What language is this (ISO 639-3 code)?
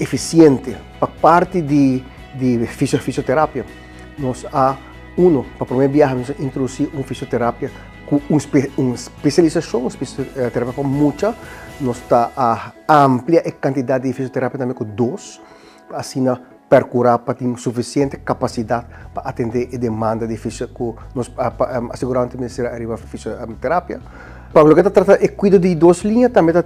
pap